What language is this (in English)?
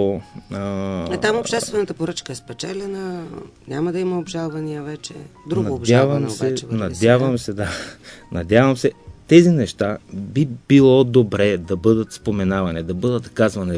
Bulgarian